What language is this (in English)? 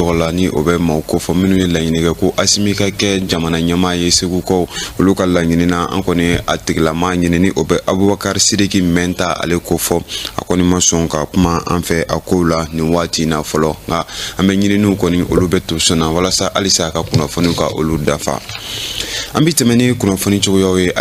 Bambara